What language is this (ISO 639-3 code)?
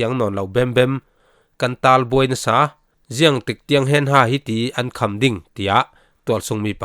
cfm